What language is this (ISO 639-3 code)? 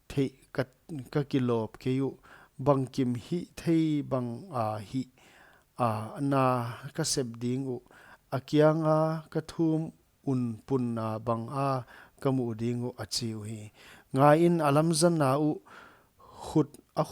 pck